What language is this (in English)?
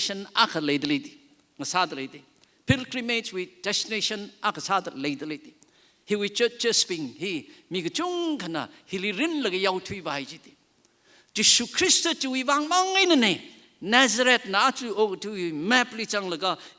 Tangkhul Naga (India)